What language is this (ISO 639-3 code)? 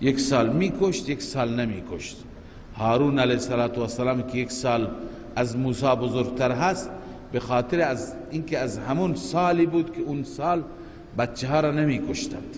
fas